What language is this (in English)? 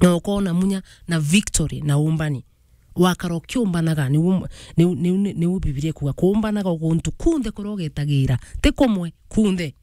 Meru